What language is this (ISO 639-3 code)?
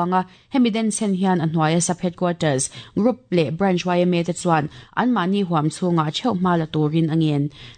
lus